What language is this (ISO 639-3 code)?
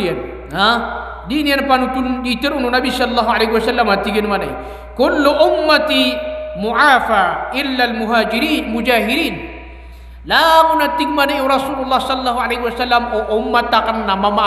mrw